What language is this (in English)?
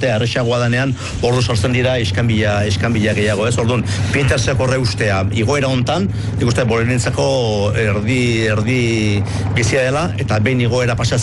Basque